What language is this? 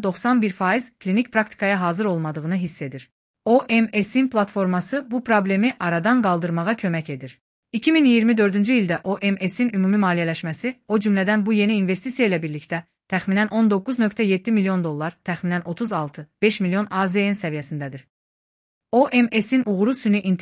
Azerbaijani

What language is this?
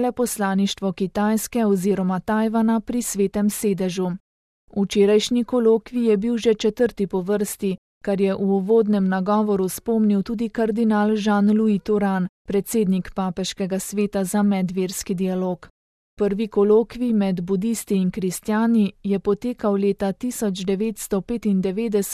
Slovenian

